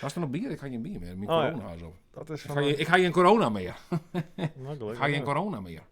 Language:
Western Frisian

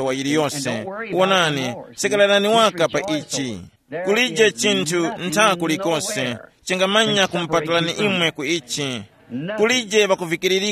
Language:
Tumbuka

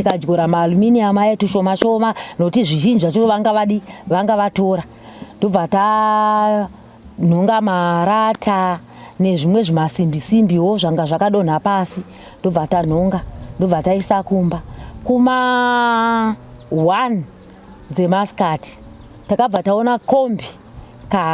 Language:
Shona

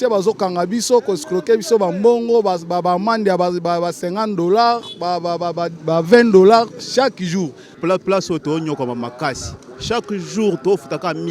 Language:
Lingala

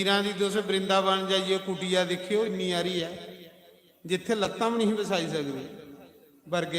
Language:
Dogri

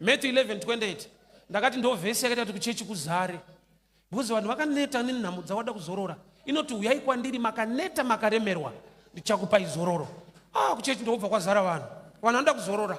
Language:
Shona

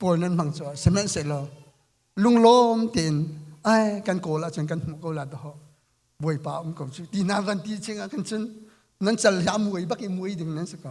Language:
Hakha Chin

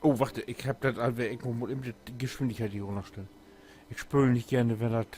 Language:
Low German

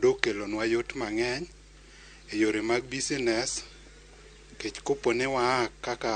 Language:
Luo (Kenya and Tanzania)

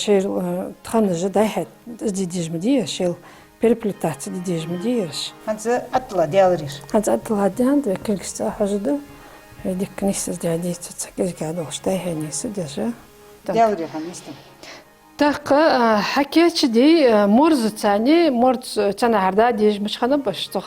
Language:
Ingush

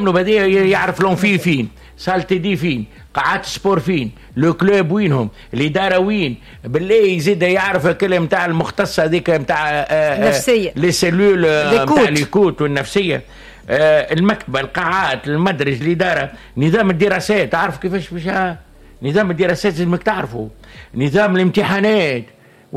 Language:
Tunisian Arabic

